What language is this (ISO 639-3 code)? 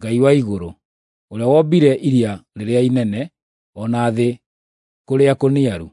kik